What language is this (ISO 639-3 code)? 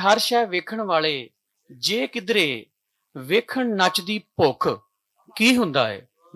lah